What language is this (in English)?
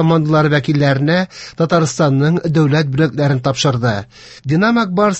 Tatar